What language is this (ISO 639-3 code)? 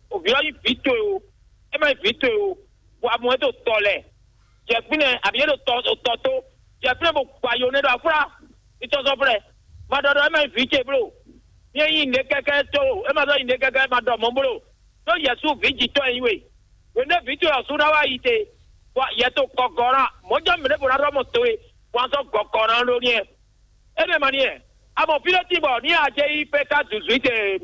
fon